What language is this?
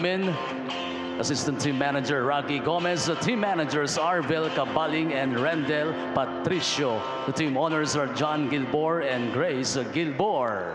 Filipino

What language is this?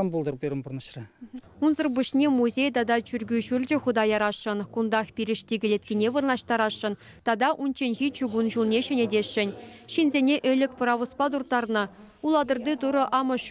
Chuvash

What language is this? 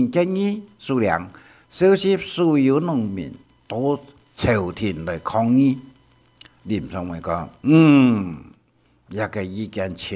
Hakka Chinese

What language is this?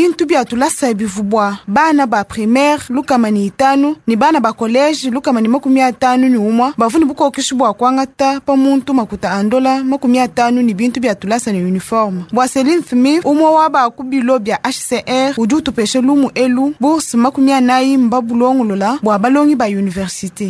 Luba-Lulua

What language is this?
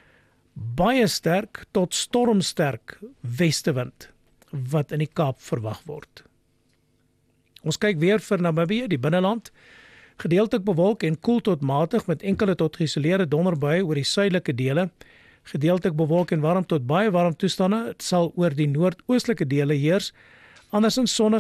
Afrikaans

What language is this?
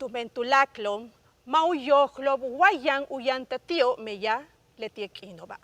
Yucateco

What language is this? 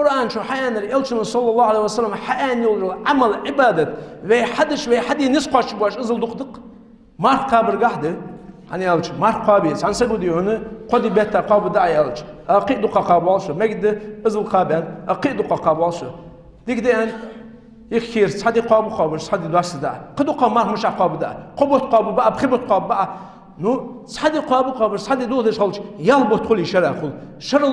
Ingush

